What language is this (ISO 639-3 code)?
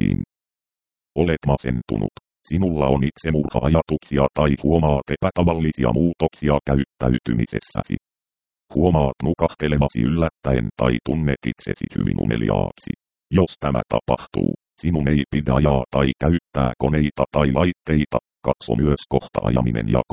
fin